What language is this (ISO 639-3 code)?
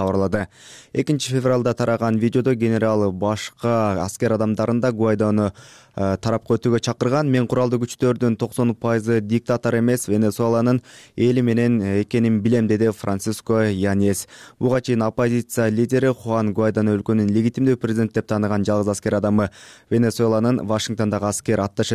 kir